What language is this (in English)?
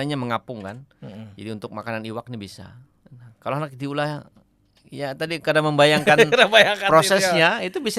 Banjar